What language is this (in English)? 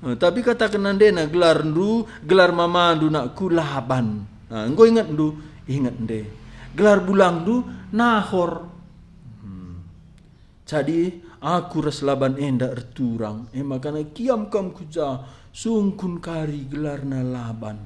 Batak Karo